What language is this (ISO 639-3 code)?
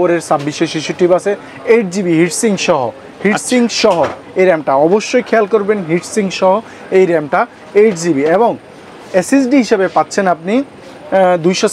ben